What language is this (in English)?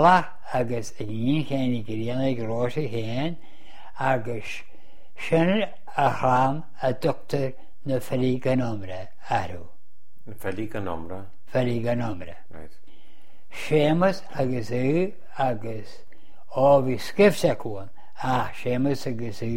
Irish